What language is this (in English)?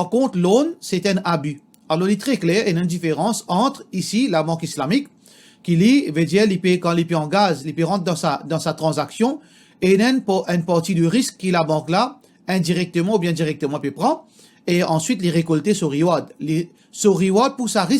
Morisyen